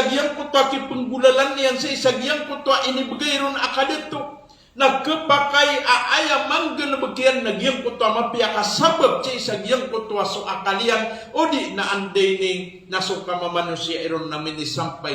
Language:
Maranao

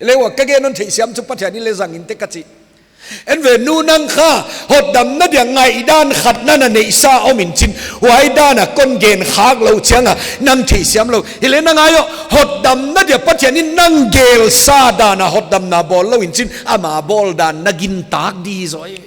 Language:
Paite Chin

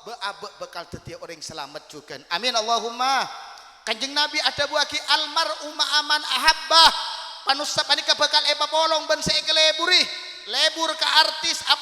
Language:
Madurese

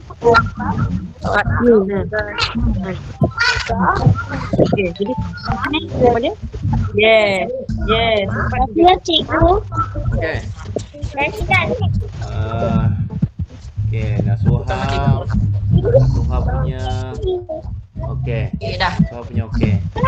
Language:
Malay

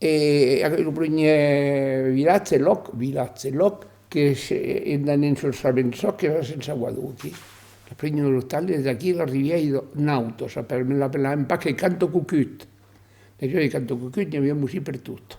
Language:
Occitan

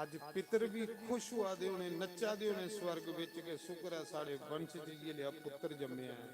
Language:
Dogri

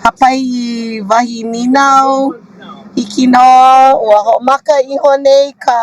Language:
Hawaiian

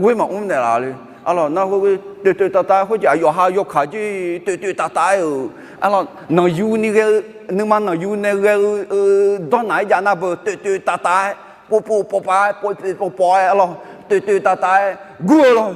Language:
Akha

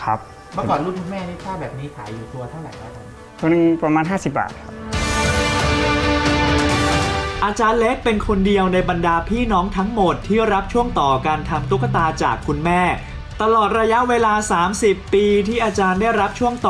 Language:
Thai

